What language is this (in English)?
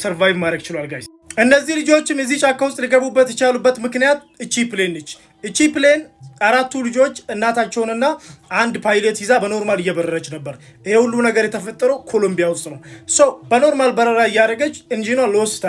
Amharic